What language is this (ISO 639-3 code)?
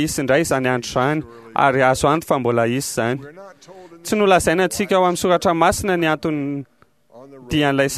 mlg